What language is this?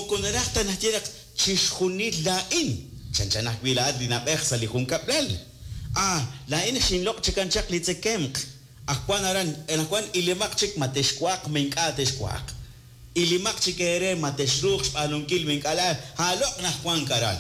Kekchí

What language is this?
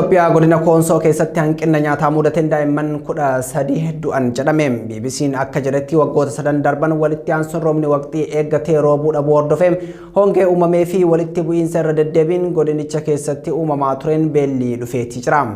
Oromo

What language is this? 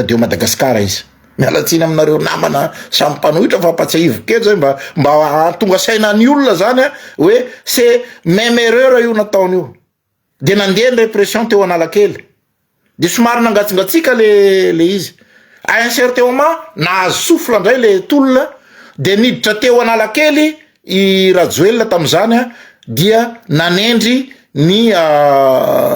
Malagasy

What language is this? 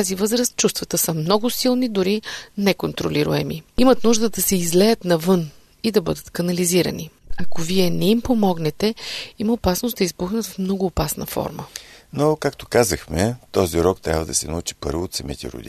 Bulgarian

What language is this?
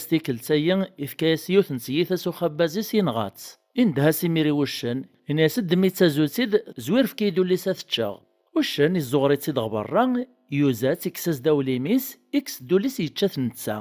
Kabyle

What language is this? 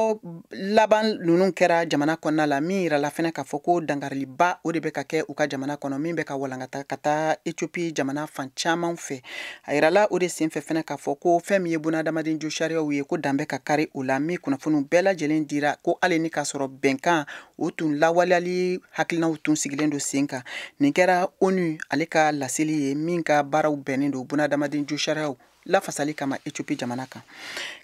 Bambara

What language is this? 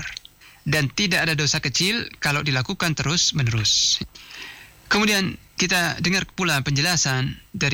Indonesian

